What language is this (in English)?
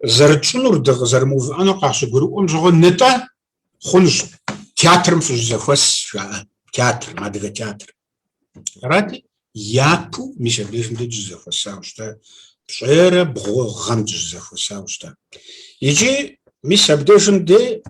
Kabardian